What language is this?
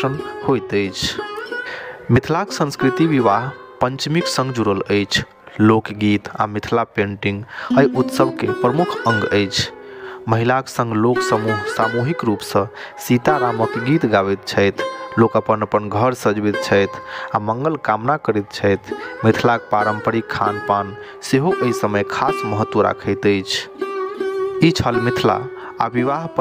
Maithili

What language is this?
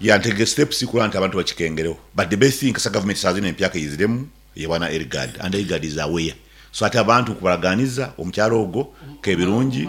Nyoro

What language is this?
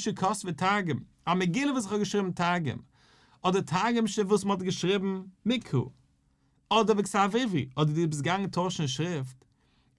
Yiddish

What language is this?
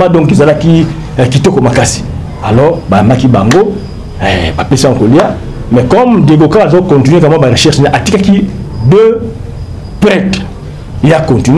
Lingala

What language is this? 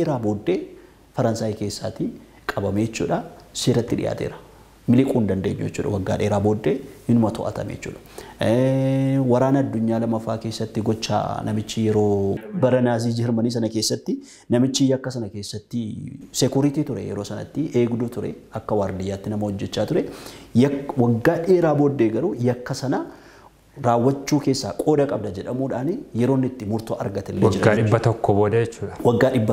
Oromo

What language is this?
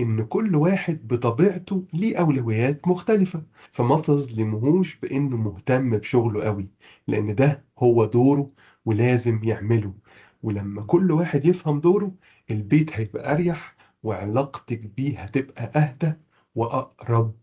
Egyptian Arabic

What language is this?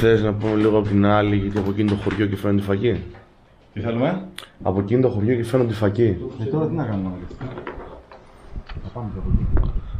Greek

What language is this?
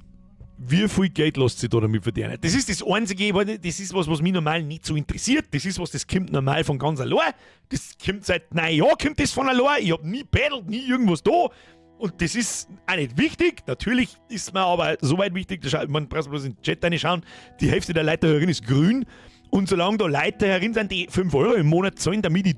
Bavarian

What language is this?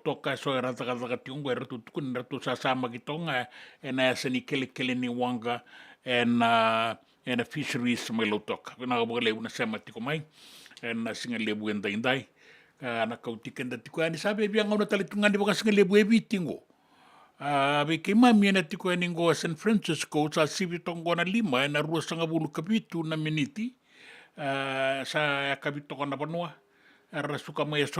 Fijian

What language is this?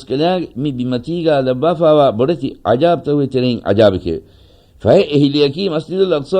Divehi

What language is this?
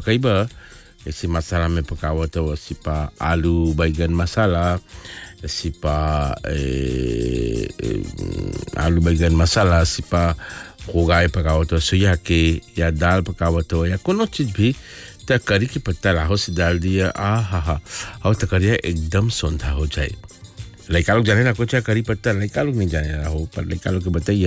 Bhojpuri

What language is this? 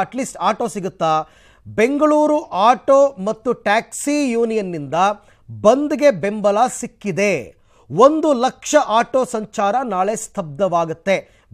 Kannada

